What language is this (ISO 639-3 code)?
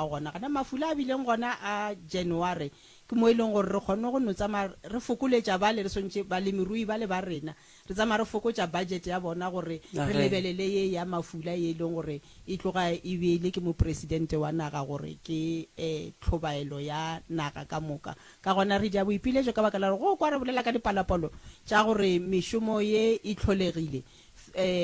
nso